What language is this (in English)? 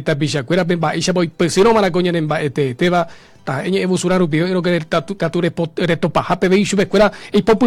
Guarani